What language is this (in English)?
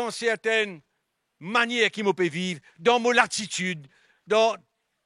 Morisyen